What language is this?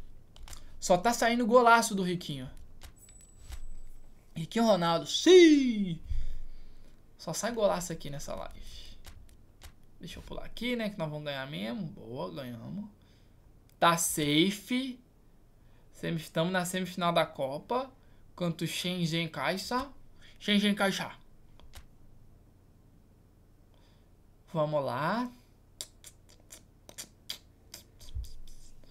Portuguese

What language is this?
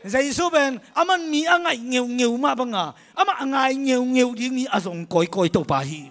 Tedim Chin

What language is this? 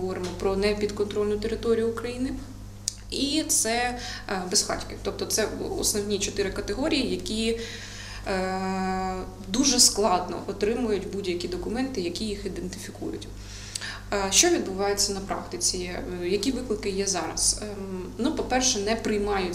Ukrainian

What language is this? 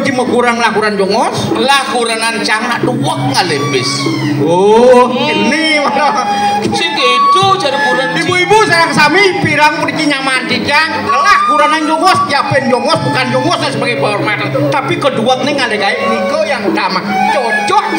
Balinese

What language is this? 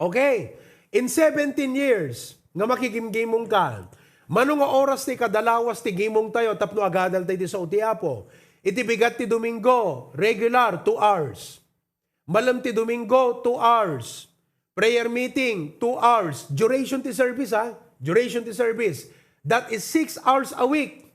Iloko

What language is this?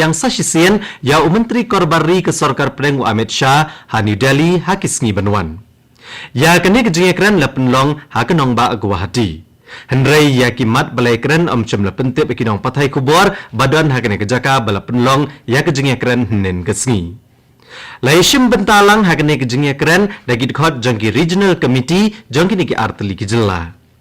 Khasi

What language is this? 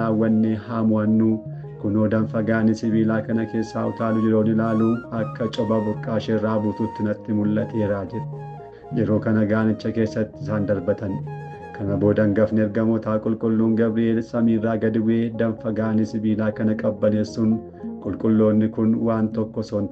Oromo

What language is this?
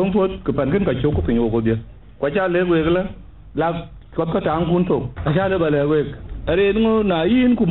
Dinka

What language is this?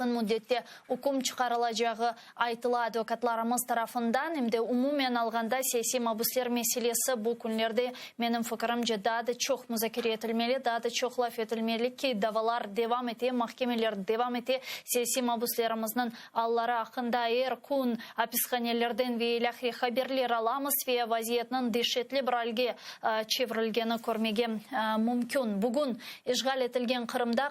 Crimean Tatar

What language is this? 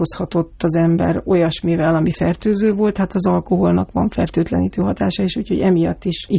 Hungarian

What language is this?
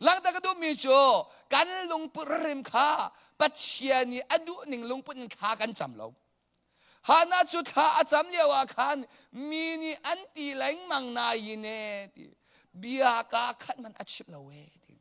Hakha Chin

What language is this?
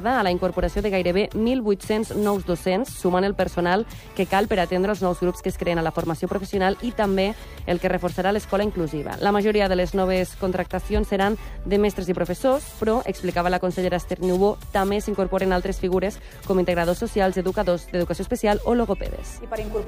Catalan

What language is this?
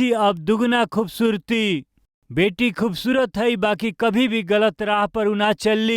Bhojpuri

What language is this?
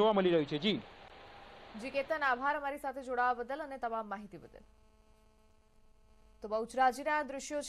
Gujarati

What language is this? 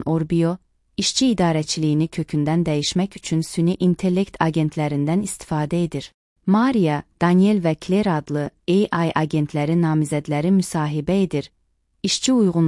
Azerbaijani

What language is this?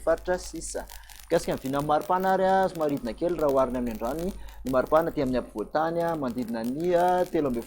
Malagasy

